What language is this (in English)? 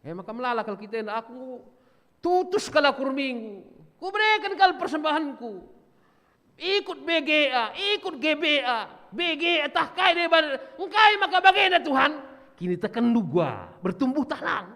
Batak Karo